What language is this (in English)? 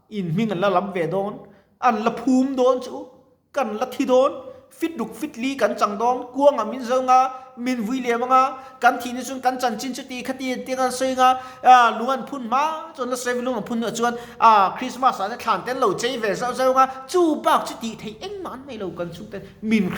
Mizo